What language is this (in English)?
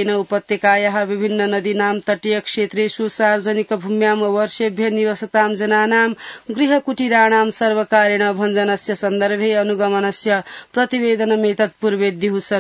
Sanskrit